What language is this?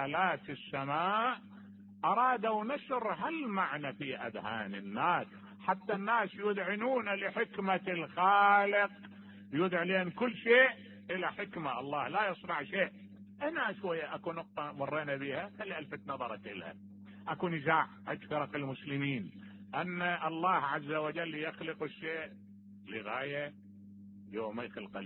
Mesopotamian Arabic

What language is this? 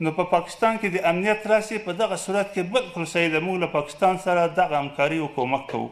Pashto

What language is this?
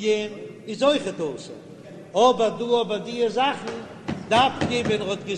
Yiddish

